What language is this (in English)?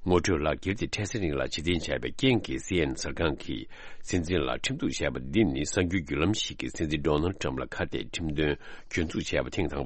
Tibetan